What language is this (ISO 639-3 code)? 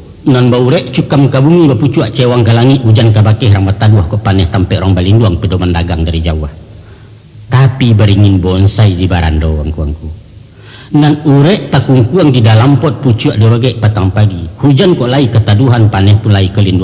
min